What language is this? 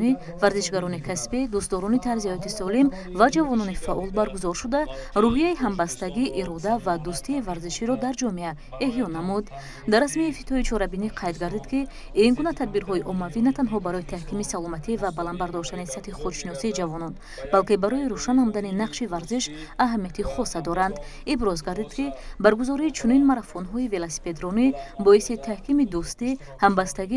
Tajik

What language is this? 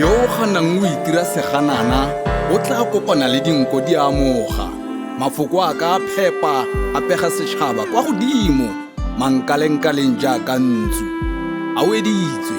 Tswana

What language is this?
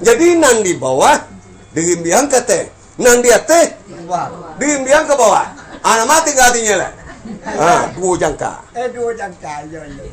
Minangkabau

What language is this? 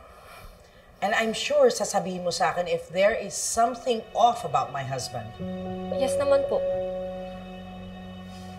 Filipino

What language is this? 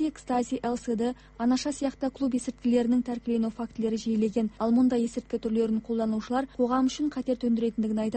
Kazakh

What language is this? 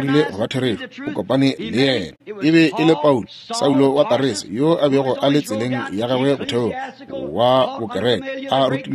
Northern Sotho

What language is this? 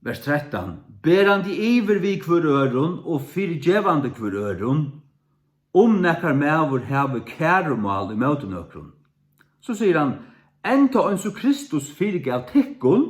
Faroese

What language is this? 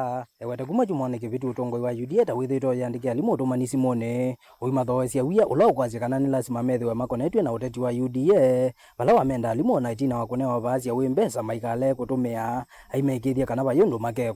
Kamba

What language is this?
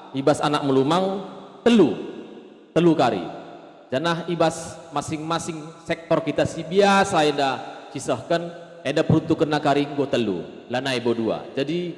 Batak Karo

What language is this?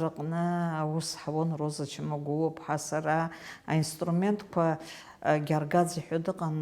Abkhazian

